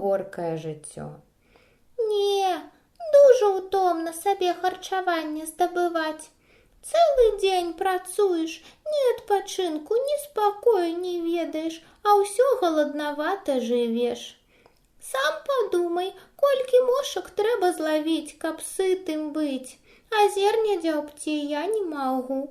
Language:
Belarusian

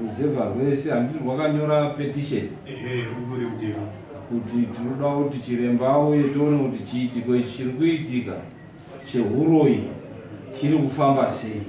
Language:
Shona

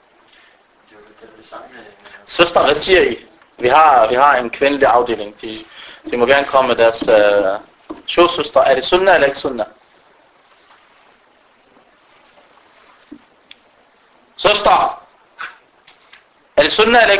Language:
Danish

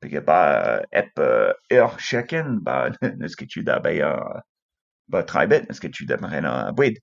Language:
Breton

